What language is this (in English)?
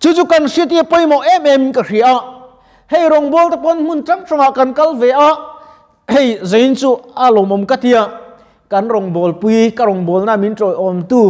Mizo